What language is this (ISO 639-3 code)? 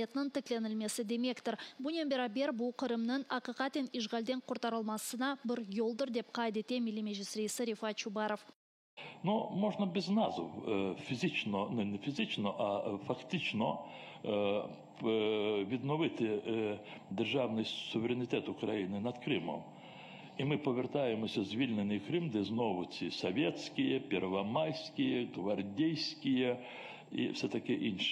crh